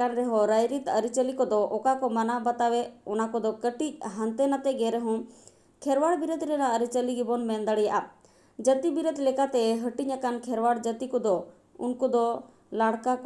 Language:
Santali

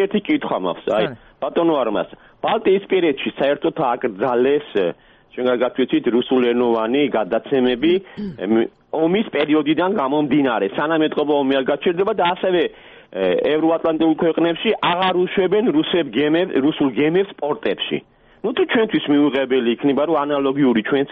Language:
Georgian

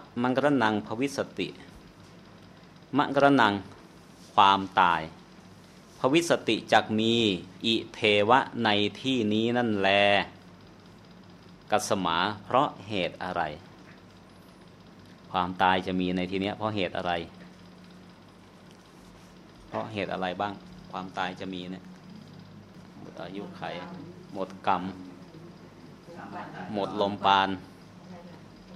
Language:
Thai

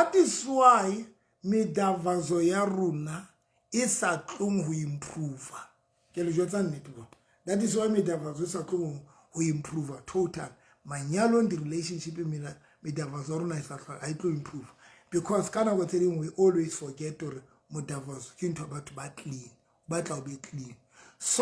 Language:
Southern Sotho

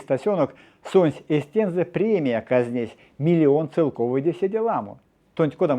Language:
Erzya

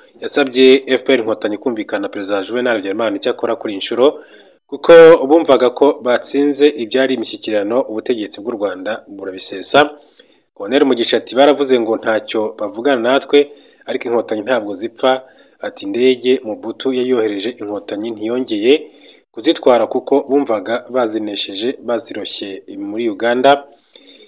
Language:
Kinyarwanda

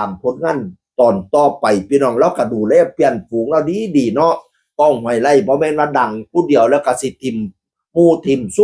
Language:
Northeastern Thai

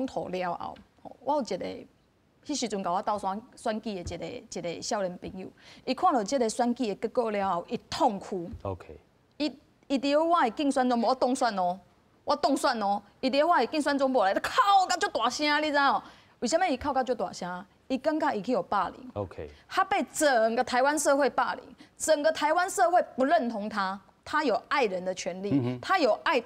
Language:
Min Nan Chinese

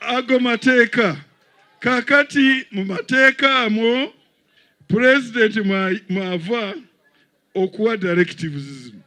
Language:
Ganda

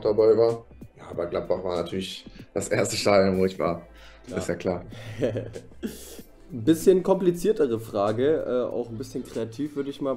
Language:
German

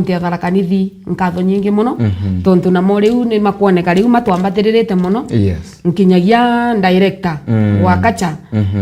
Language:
Meru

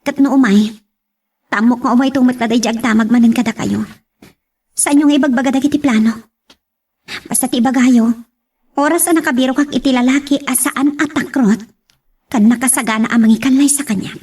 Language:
Iloko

